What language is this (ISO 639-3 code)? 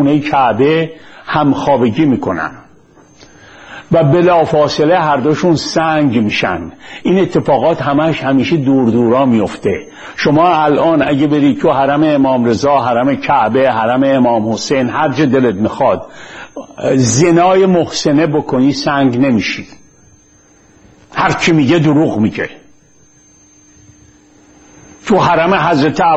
fas